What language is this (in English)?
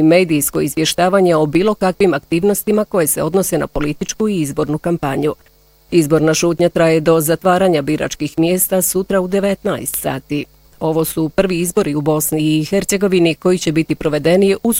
Bosnian